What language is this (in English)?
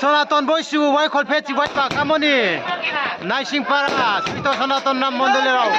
Riang (India)